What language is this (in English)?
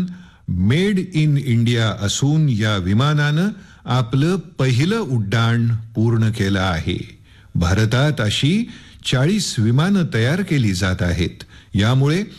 Marathi